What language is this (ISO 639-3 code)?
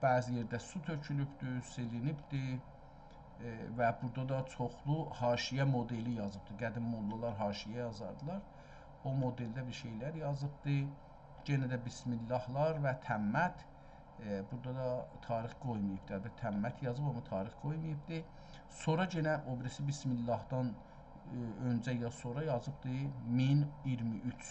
azb